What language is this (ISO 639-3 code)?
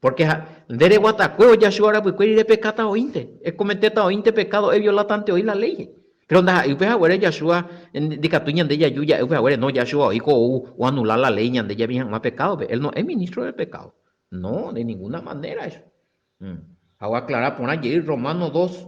grn